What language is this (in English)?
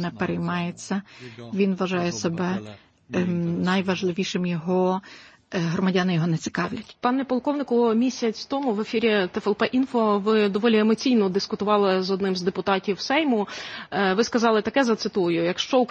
Ukrainian